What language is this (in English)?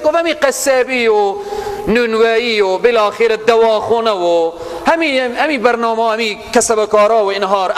Persian